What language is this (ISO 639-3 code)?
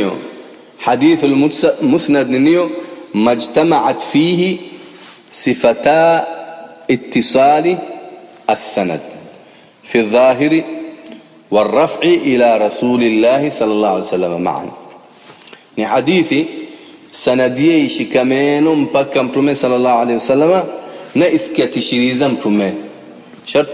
swa